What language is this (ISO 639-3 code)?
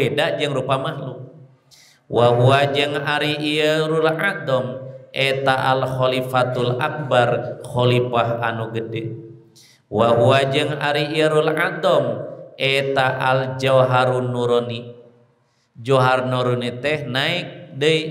sun